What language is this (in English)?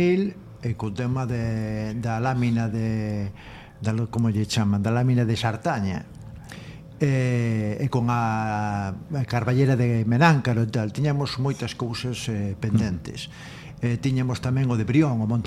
Galician